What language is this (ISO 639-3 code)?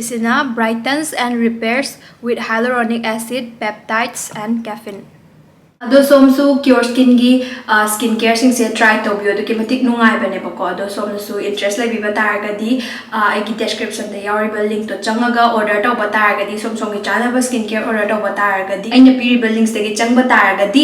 mni